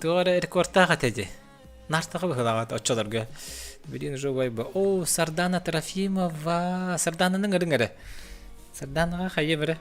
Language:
Yakut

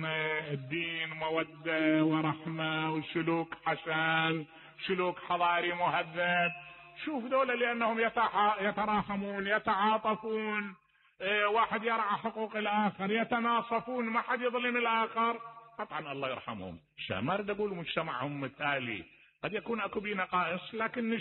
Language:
Mesopotamian Arabic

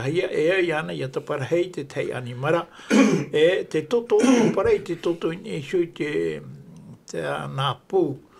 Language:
Tahitian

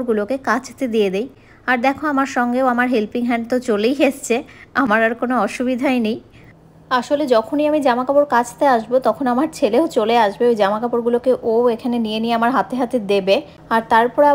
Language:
Bangla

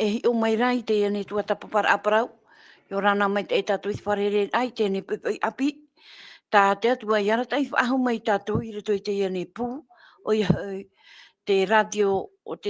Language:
Tahitian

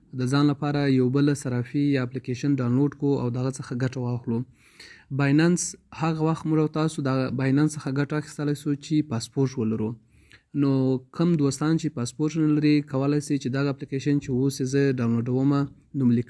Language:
Pashto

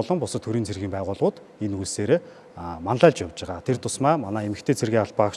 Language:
Mongolian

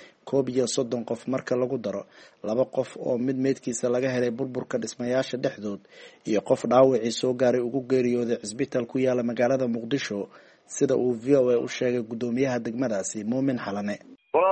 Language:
Somali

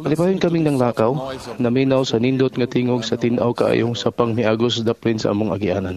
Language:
Cebuano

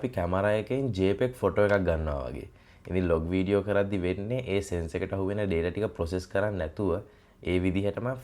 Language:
Sinhala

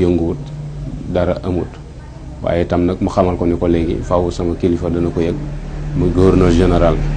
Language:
Wolof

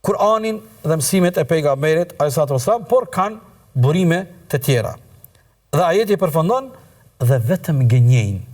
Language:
Albanian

